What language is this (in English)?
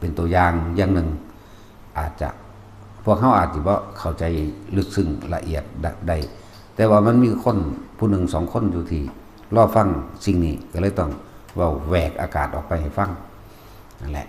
Northeastern Thai